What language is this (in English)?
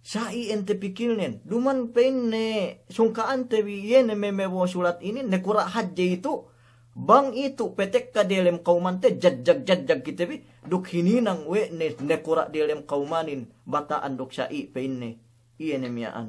Yakan